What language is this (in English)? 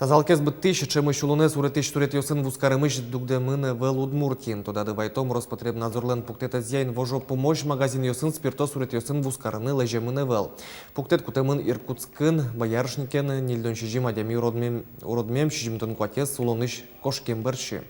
Udmurt